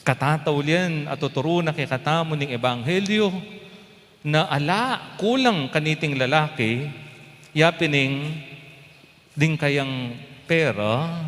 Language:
Pampanga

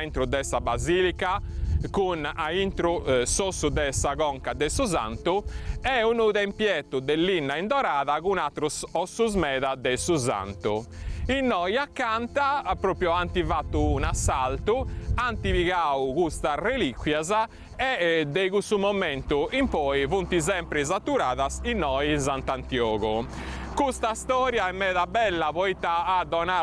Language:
Sardinian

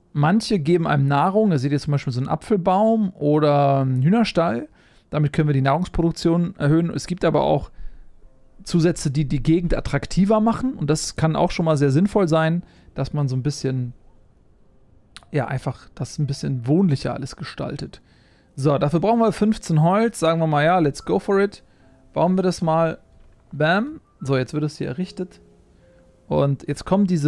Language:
German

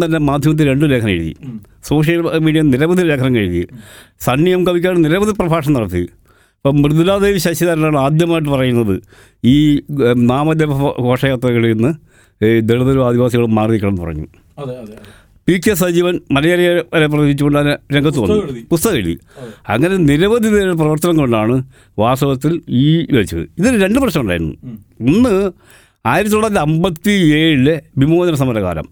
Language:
Malayalam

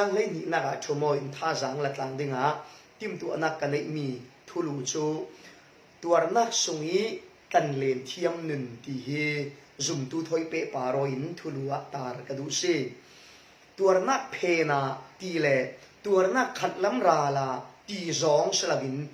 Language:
Falam Chin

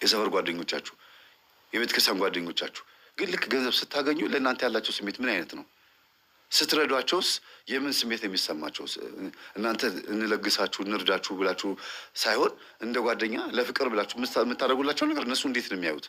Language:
Amharic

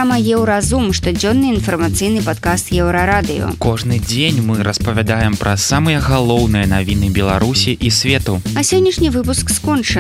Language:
Belarusian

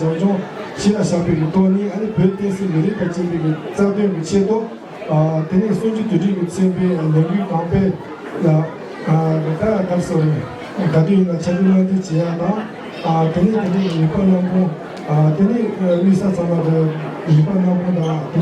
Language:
Tibetan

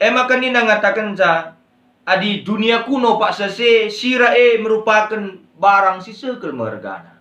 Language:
Batak Karo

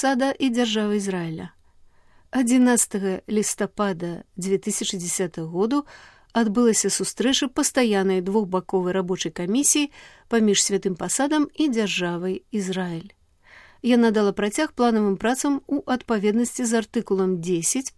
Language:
Belarusian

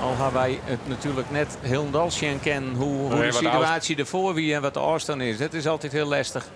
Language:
Western Frisian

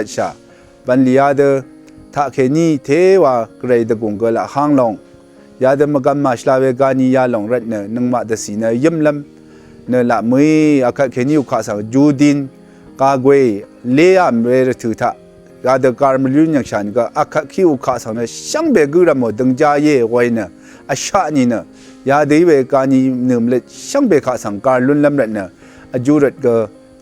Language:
Rawang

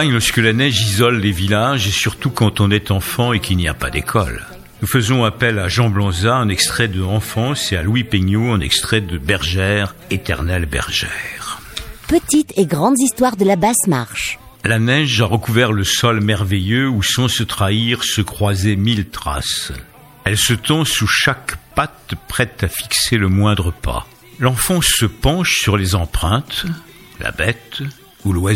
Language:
French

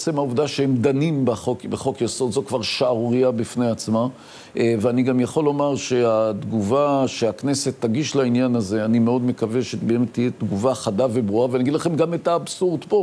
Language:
Hebrew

